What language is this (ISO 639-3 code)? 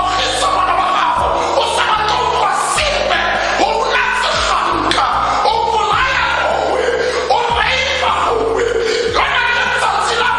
tsn